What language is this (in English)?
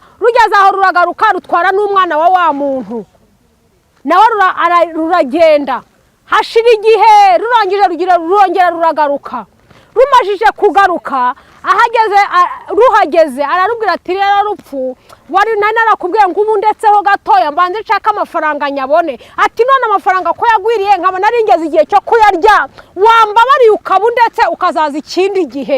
Kinyarwanda